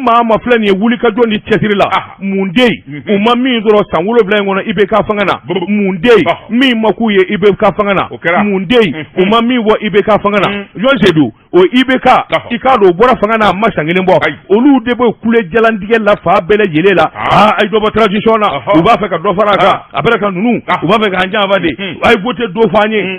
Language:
Bambara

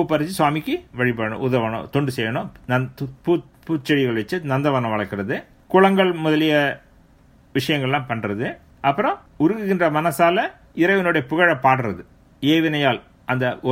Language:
Tamil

